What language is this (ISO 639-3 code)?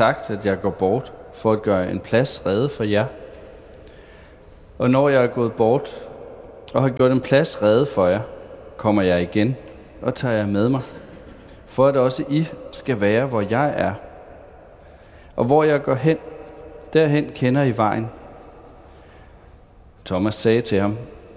dan